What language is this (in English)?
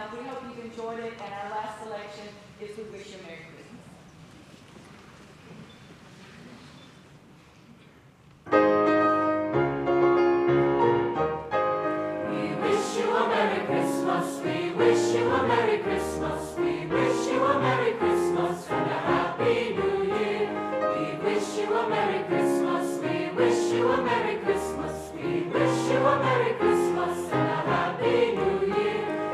English